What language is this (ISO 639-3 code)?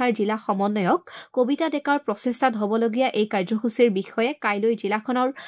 asm